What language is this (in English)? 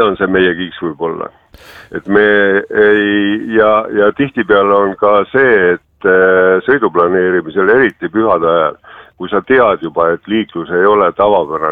Estonian